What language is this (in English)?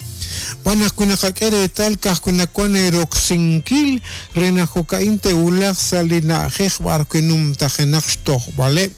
Kekchí